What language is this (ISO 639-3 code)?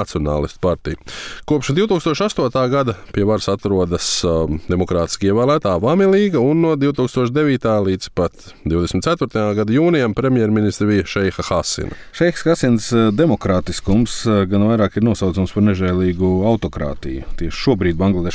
lav